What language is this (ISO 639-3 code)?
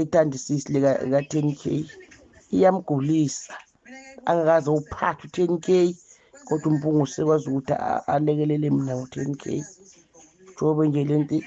zul